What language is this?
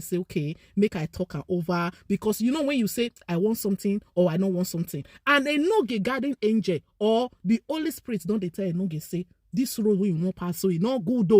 Nigerian Pidgin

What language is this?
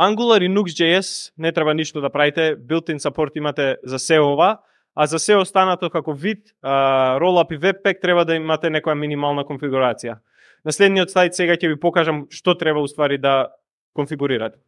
Macedonian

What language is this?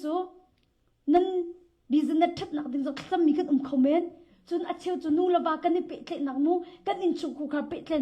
Hakha Chin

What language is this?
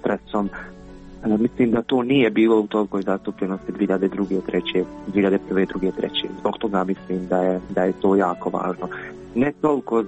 Croatian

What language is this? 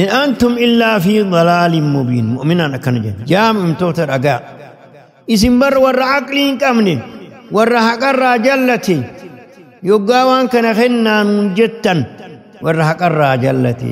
Oromo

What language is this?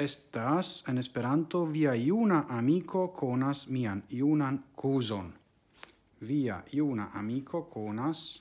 Esperanto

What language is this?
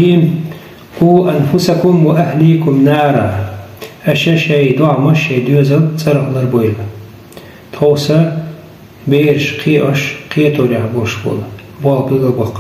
Chechen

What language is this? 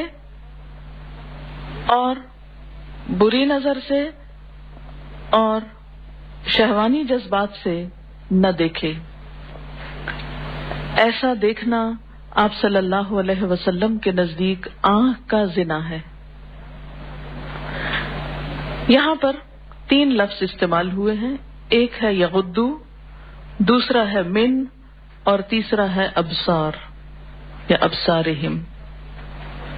Urdu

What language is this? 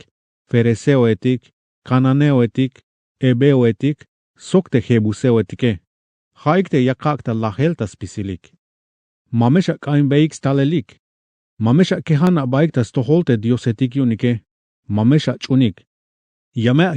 Tzeltal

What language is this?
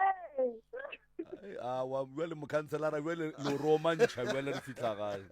Northern Sotho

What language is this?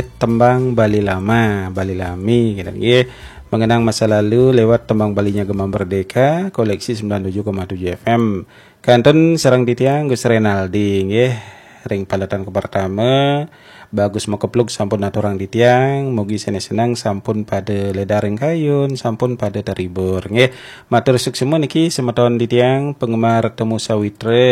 Balinese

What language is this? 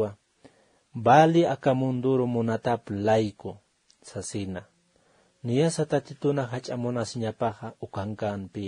Aymara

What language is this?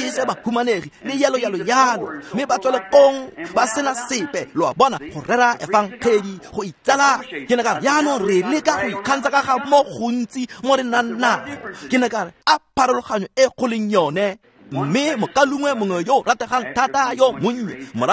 Tswana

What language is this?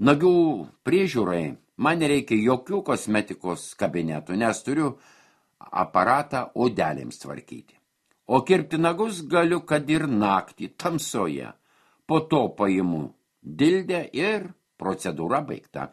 Lithuanian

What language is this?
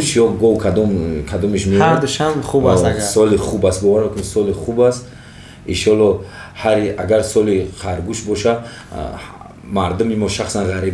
Tajik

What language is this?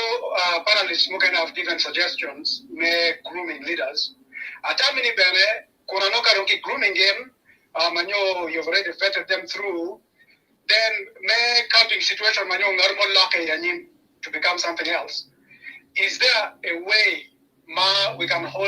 Acoli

